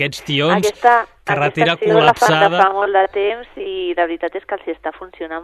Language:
Catalan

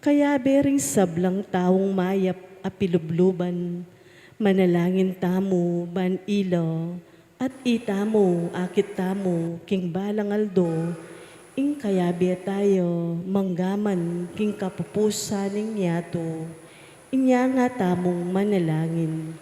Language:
Pampanga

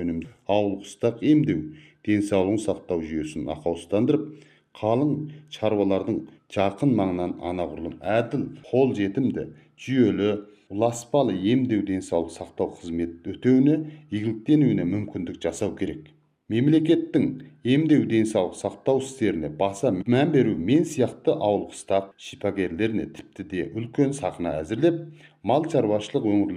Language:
Kazakh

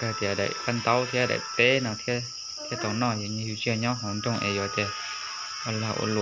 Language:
Hmong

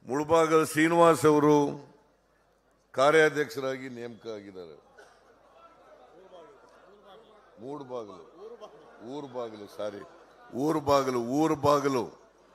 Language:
Kannada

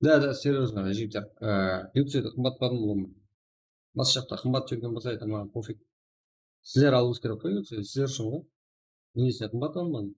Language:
Kara-Kalpak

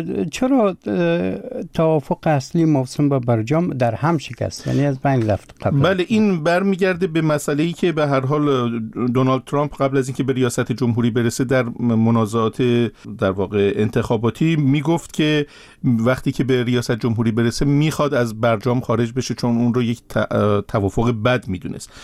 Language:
Persian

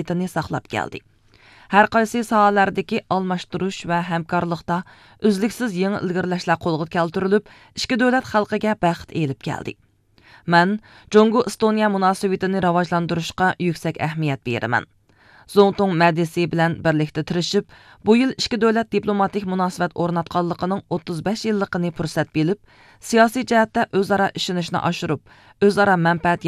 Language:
Uyghur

